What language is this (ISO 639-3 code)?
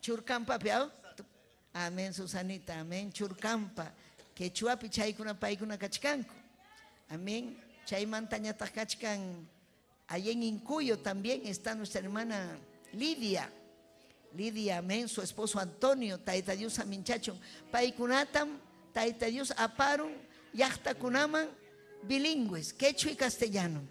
quy